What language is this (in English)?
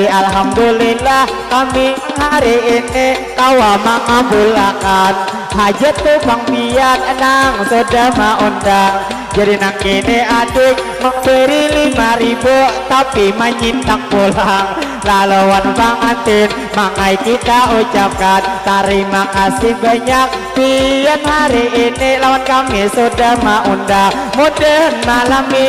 Banjar